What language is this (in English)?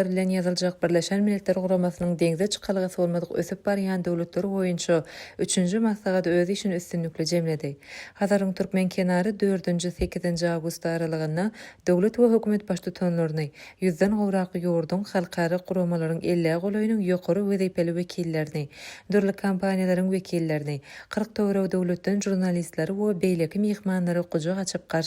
Turkmen